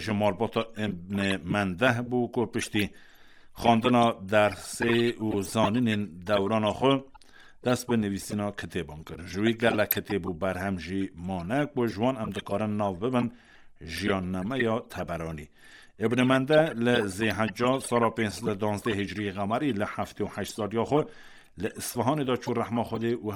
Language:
Kurdish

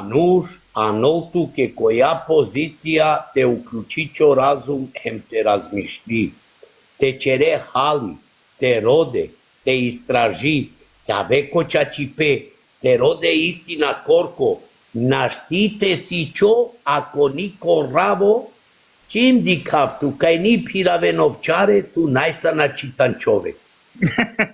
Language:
Balkan Romani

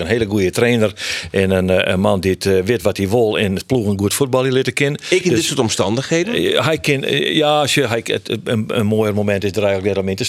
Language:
Western Frisian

